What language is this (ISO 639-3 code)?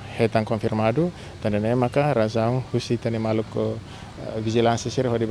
tet